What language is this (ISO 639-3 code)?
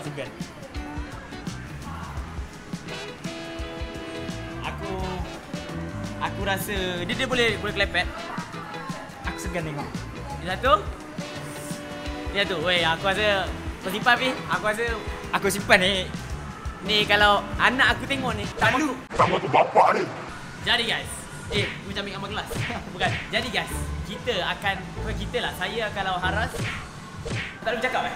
msa